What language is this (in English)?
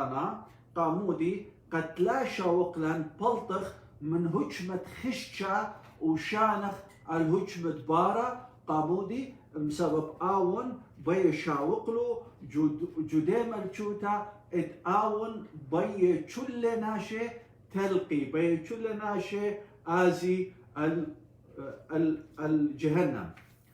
Assyrian Neo-Aramaic